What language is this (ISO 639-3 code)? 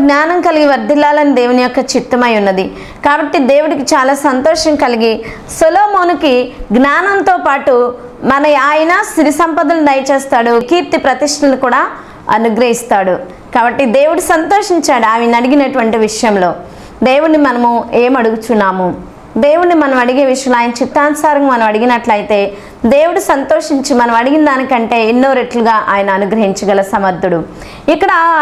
tel